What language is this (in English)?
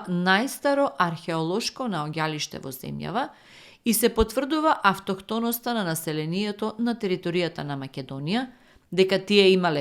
Macedonian